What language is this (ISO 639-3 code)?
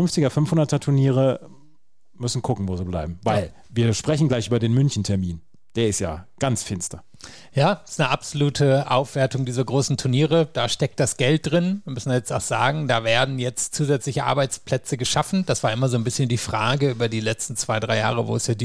deu